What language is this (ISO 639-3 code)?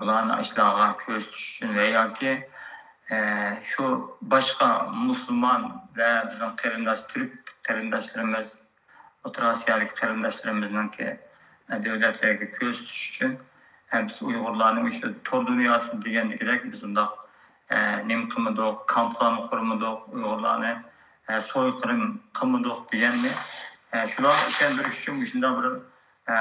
uig